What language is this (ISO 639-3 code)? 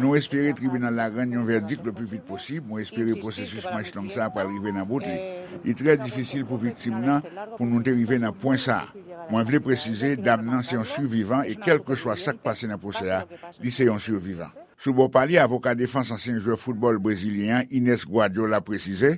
hat